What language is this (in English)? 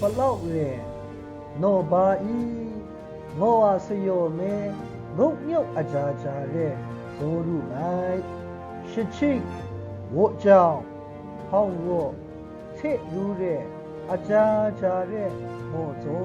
Maru